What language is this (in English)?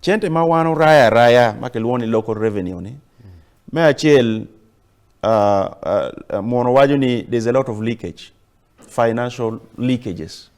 Acoli